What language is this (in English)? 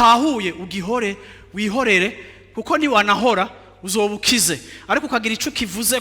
Rundi